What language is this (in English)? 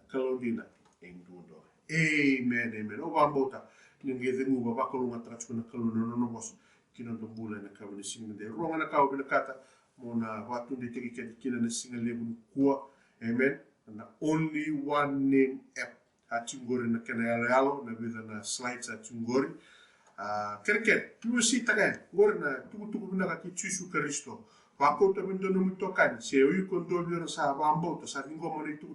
Fijian